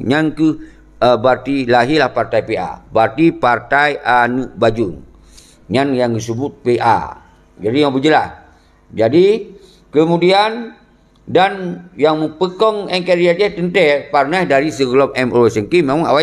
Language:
Achinese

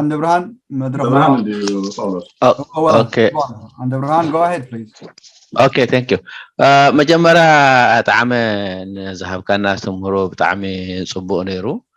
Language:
Tigrinya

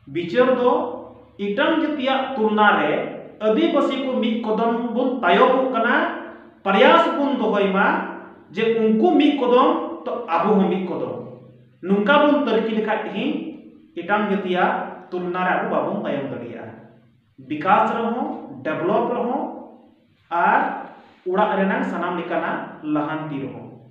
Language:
Santali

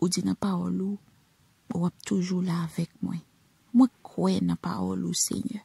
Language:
Haitian Creole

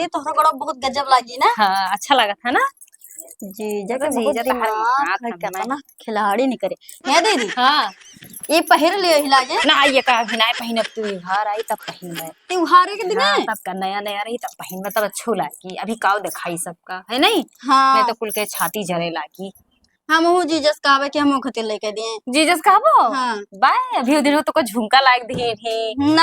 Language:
Awadhi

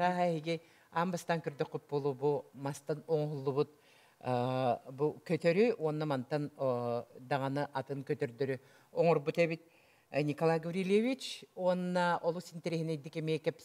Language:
Yakut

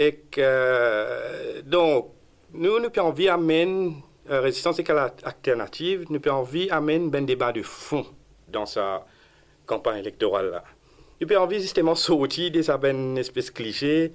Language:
Morisyen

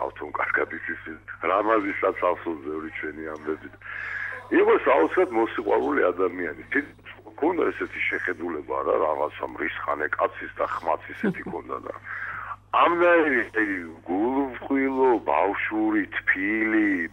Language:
Georgian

